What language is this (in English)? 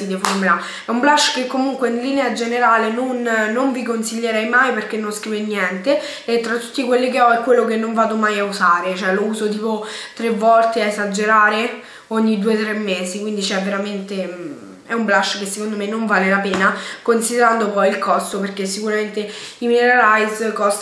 Italian